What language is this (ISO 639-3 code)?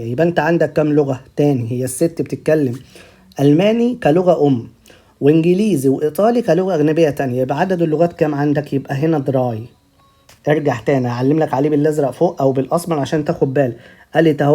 arz